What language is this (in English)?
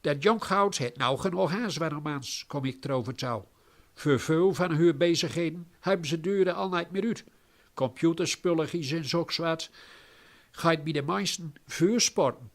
Gronings